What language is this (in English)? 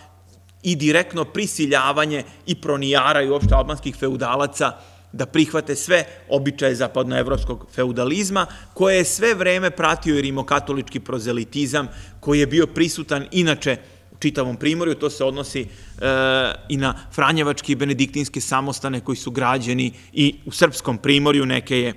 Serbian